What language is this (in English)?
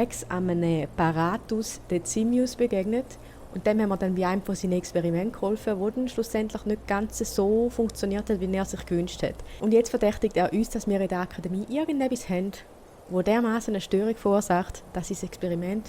Swiss German